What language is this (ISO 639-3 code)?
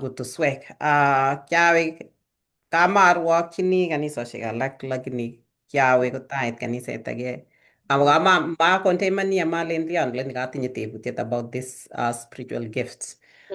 kln